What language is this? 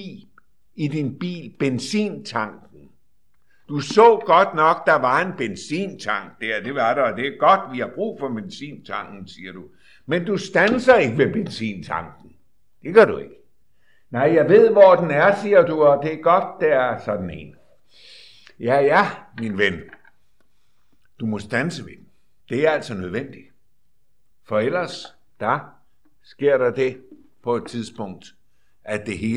Danish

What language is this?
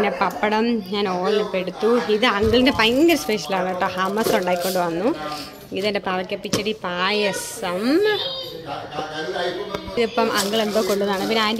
Malayalam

